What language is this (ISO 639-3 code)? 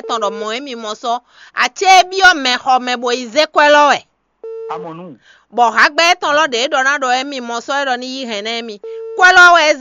fon